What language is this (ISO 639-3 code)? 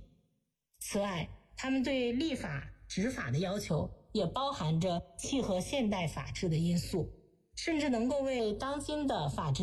zho